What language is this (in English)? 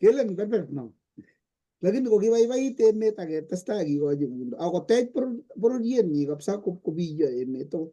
Kalenjin